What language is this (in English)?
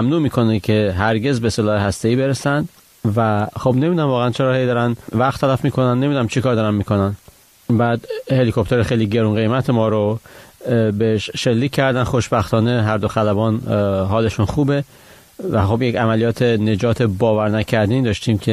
Persian